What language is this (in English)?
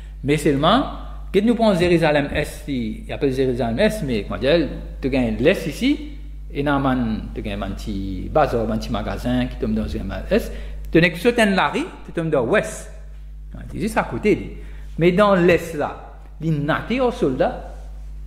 Morisyen